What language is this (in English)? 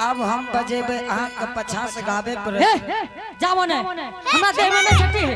Angika